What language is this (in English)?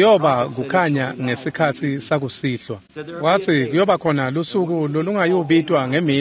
Swati